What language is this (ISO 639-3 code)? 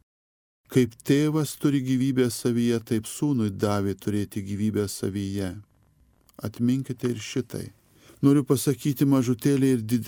lit